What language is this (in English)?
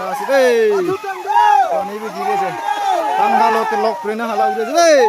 Naga Pidgin